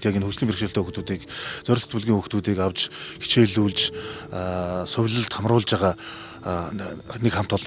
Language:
Mongolian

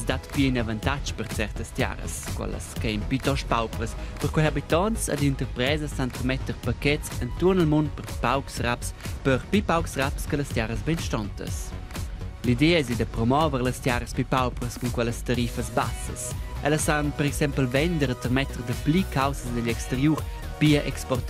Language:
Romansh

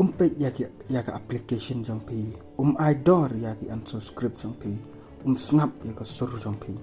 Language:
Khasi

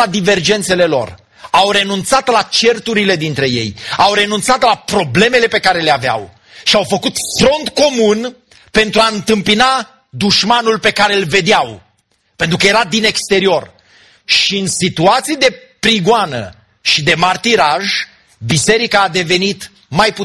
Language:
Romanian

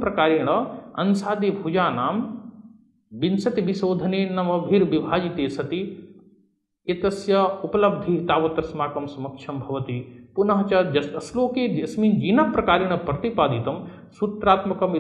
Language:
Sanskrit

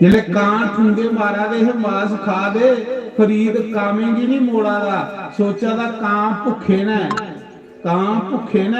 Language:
Dogri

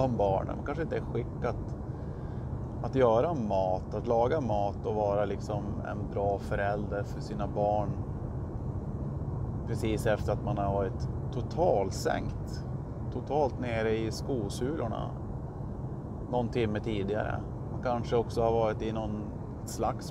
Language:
Swedish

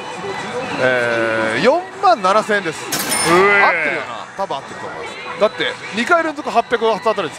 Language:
Japanese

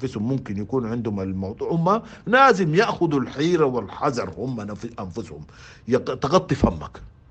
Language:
Sudanese Arabic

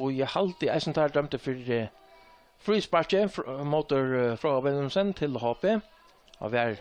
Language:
Faroese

